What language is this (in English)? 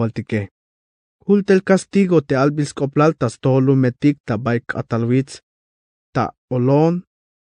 Tzeltal